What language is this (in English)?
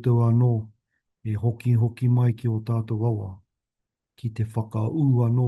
Māori